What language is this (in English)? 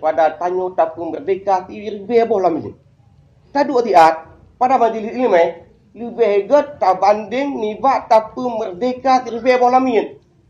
Achinese